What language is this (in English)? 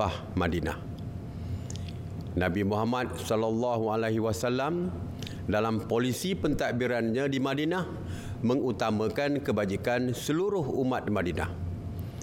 Malay